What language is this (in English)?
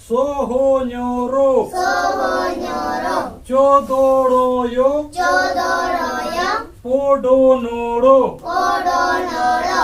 Santali